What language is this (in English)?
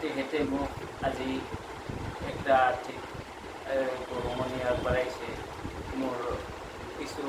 Assamese